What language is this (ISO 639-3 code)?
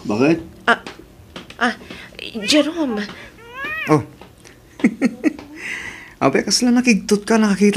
ilo